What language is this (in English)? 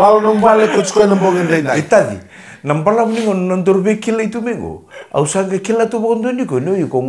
Fijian